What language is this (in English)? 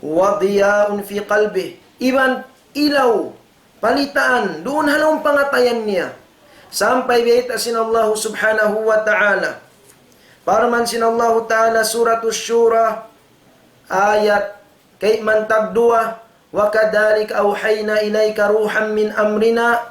Tausug